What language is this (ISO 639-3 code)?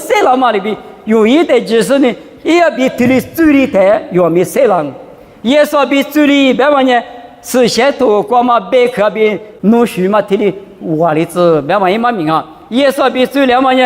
lis